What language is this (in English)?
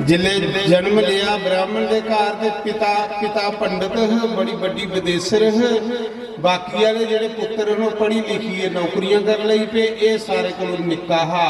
Dogri